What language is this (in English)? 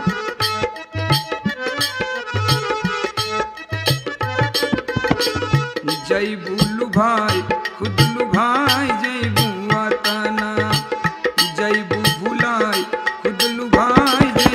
Bhojpuri